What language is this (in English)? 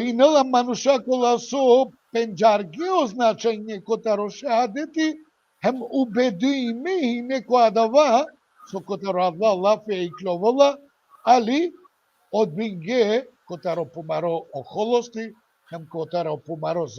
Balkan Romani